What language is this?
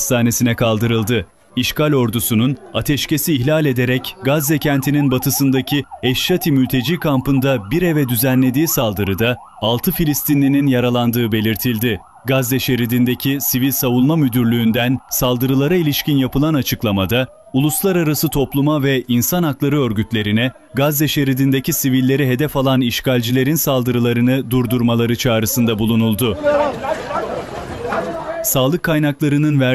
Turkish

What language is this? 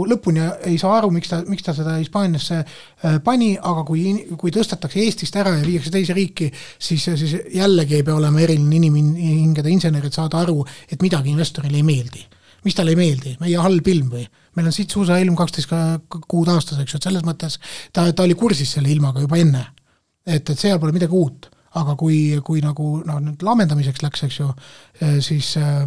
Estonian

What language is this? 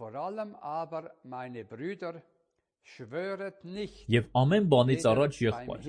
Armenian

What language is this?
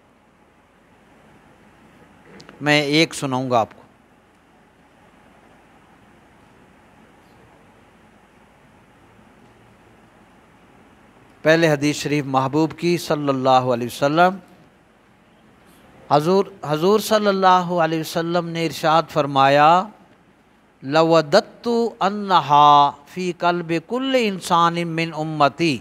Urdu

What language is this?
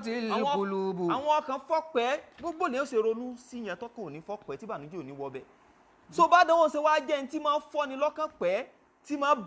Yoruba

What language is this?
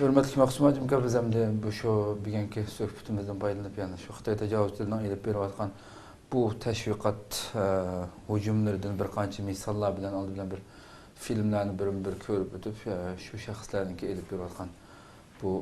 Uyghur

